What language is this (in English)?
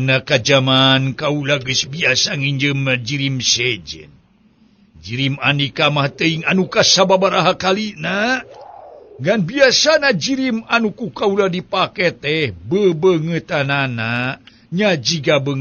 Sundanese